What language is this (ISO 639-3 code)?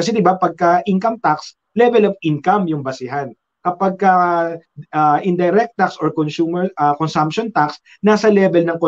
fil